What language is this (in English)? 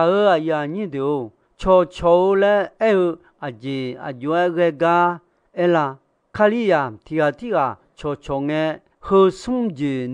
Akha